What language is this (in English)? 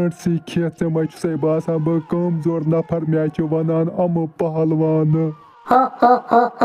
Kashmiri